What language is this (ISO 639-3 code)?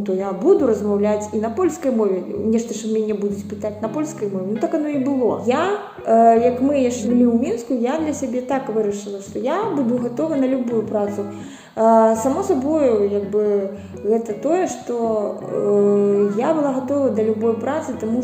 bel